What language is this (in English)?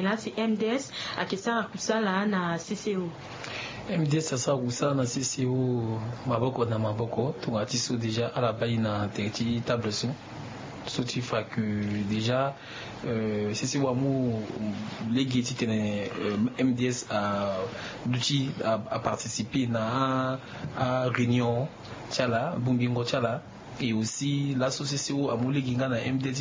Sango